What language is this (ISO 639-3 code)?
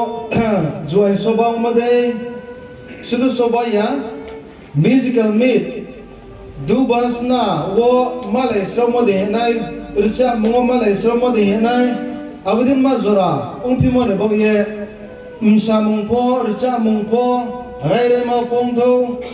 ria